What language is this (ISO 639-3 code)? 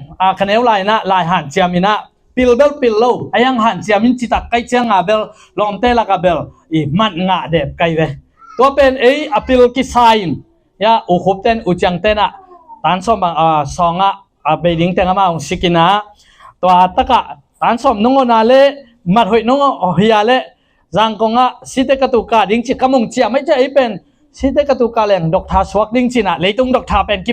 ctd